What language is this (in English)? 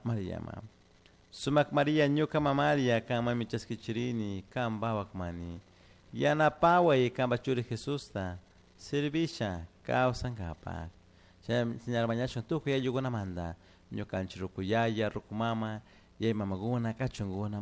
Chimborazo Highland Quichua